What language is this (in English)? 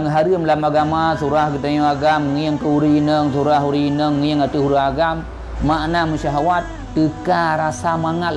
Achinese